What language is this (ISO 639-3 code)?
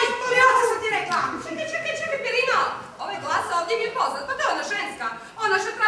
hrv